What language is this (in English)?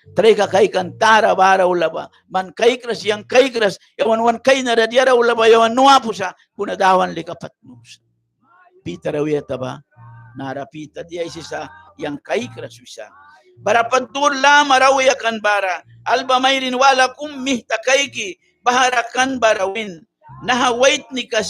Mískito